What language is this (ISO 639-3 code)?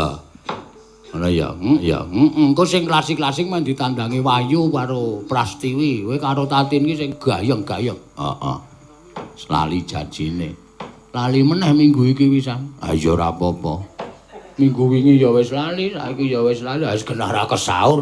jav